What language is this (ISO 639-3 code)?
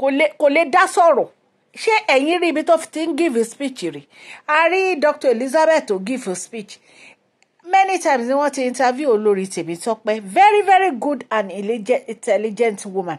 yor